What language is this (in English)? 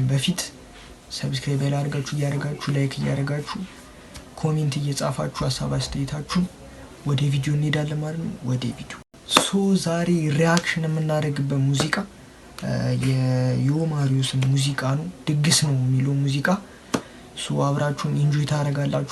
Amharic